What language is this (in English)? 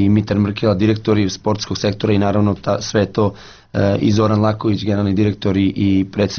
Serbian